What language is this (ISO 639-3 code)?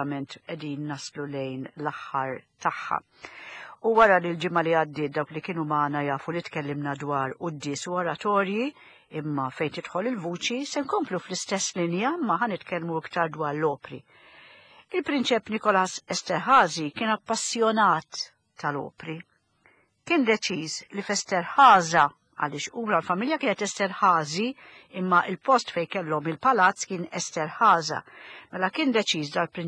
mlt